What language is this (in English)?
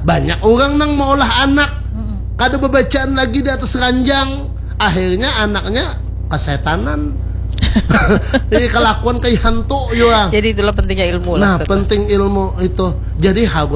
Banjar